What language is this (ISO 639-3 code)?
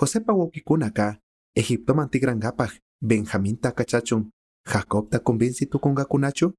qug